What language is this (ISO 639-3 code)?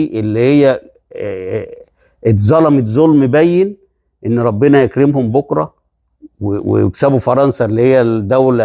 arz